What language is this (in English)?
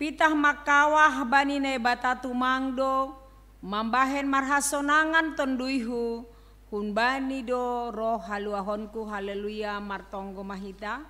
Batak Simalungun